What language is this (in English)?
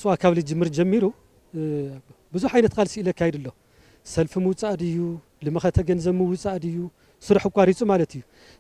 Tigrinya